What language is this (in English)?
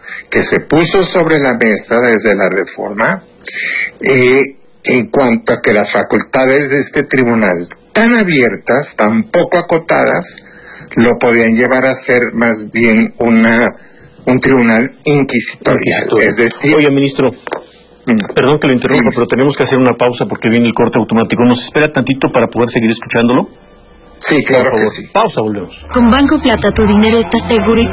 Spanish